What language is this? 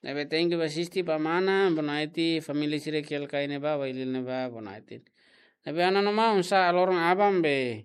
Tetum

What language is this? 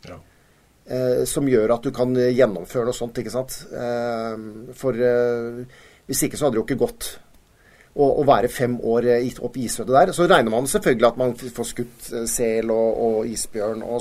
Norwegian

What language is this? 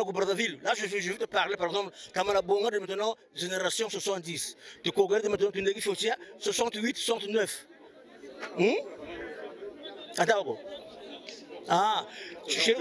French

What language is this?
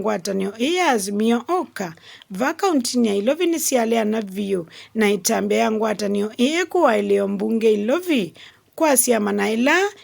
Kamba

